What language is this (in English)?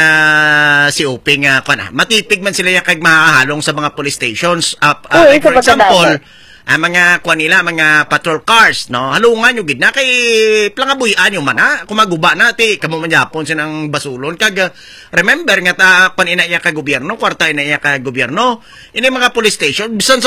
Hiligaynon